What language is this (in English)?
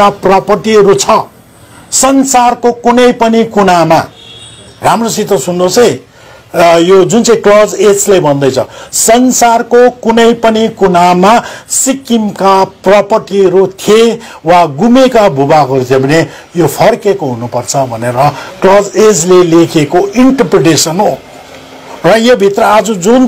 Nepali